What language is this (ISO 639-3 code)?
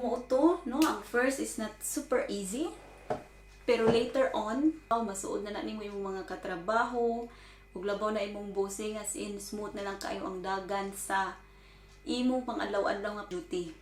ceb